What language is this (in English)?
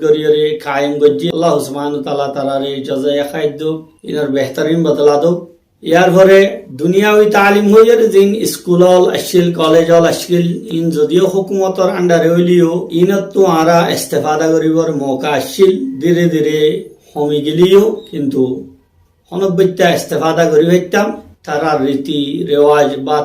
Rohingya